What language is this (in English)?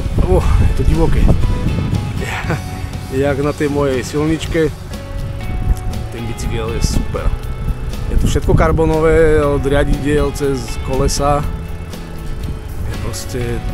Slovak